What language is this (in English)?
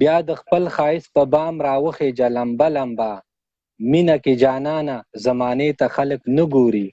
Pashto